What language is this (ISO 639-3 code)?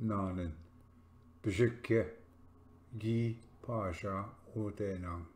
oji